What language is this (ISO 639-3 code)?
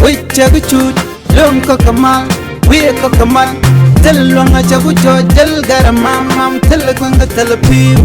nus